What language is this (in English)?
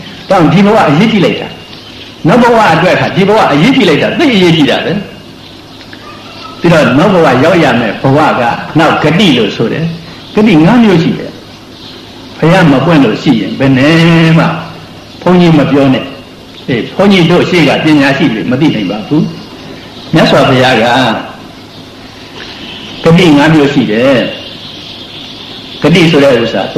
Burmese